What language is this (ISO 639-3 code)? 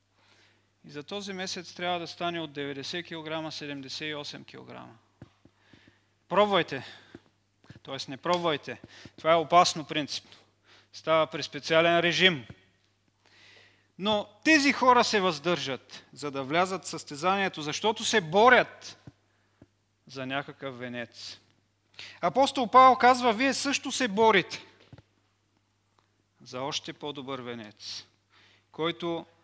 bul